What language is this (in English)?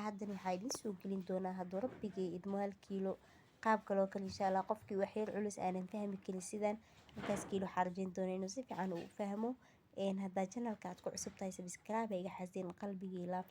Somali